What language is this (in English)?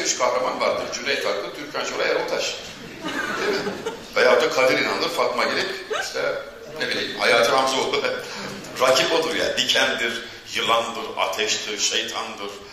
Turkish